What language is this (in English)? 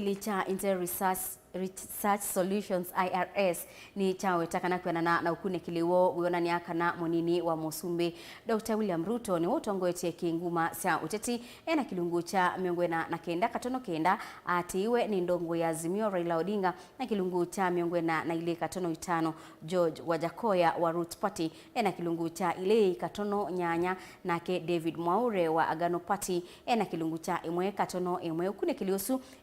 Kamba